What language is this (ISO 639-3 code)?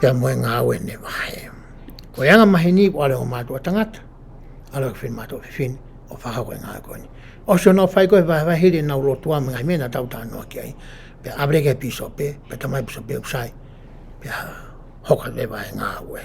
ton